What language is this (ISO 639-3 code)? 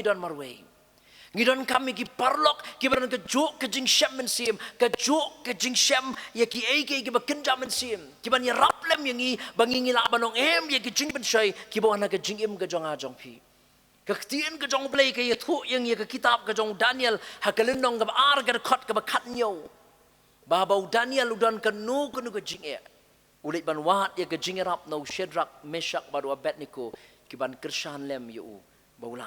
kha